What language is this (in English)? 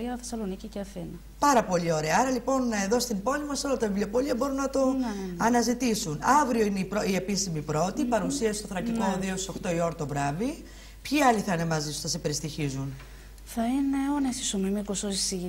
Greek